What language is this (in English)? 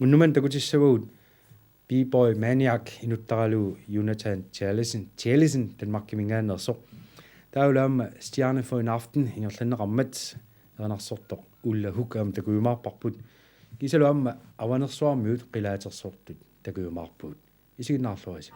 Kalaallisut